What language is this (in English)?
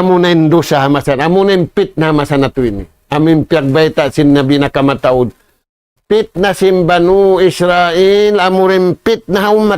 Tausug